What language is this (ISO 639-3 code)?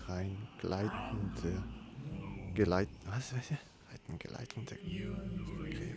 gsw